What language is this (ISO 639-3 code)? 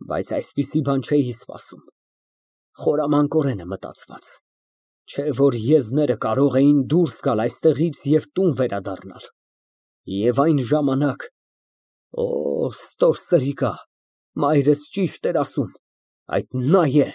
hye